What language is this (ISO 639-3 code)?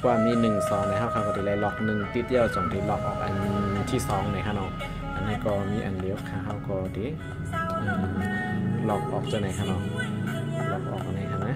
shn